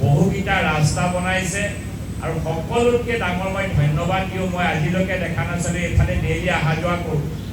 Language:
Assamese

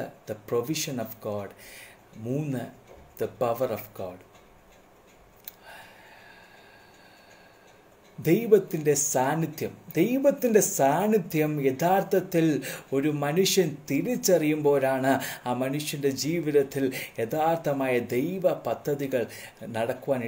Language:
Malayalam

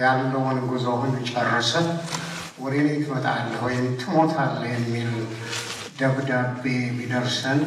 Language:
Amharic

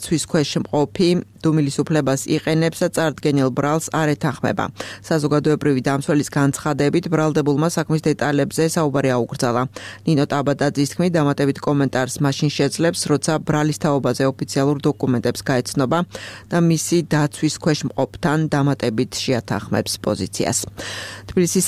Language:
Georgian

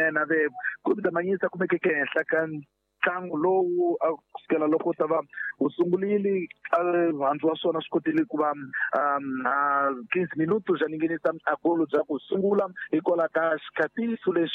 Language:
Tsonga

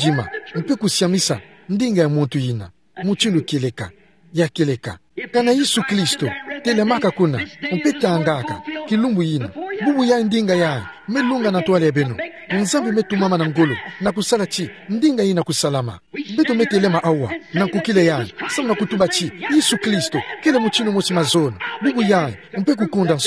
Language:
Kituba (Democratic Republic of Congo)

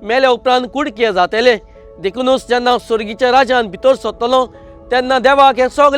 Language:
Konkani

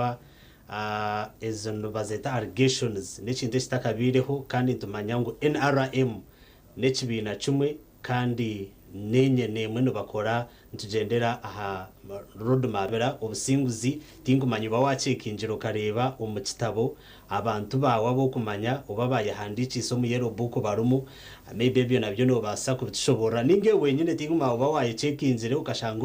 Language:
Nyankole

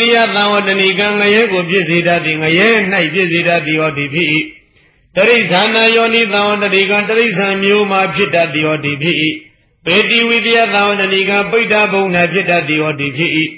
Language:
Burmese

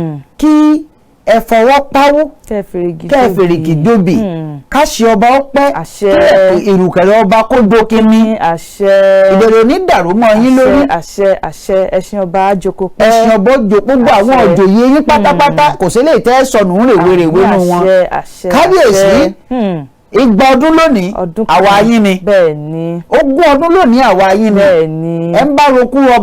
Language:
Yoruba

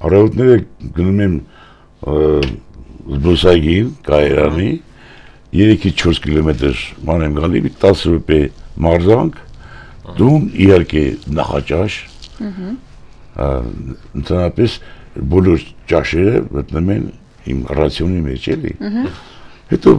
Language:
Armenian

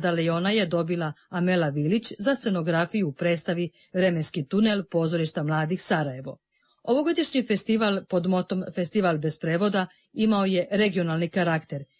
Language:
Serbian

